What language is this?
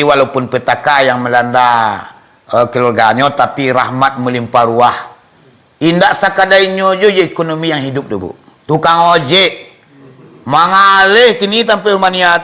Minangkabau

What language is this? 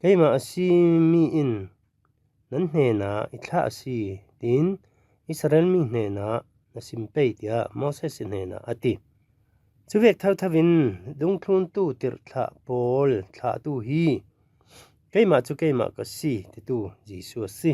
Falam Chin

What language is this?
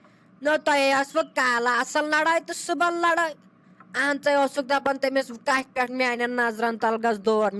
Kashmiri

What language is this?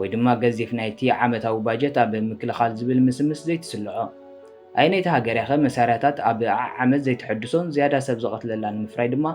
Tigrinya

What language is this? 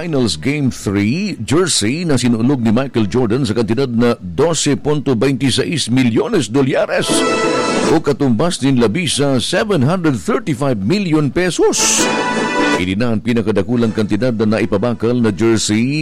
Bikol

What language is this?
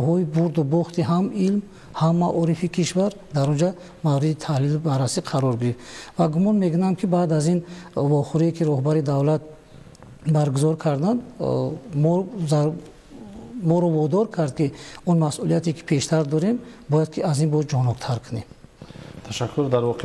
Tajik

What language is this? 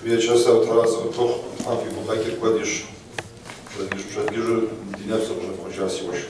Kabardian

